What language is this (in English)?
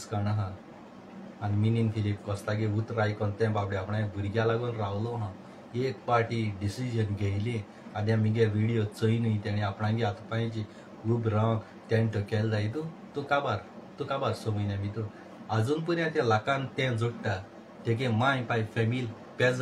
Konkani